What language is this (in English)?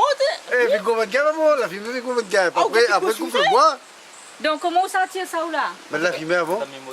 Réunion Creole French